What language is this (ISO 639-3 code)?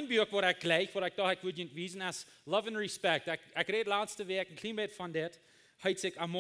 pdt